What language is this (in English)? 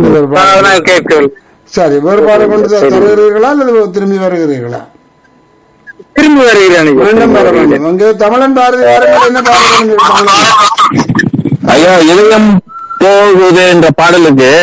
Tamil